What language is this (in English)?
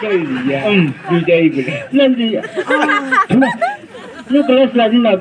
Chang Naga